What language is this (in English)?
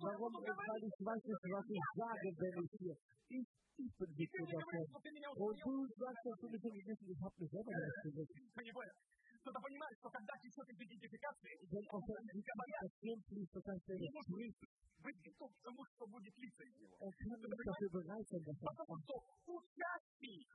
German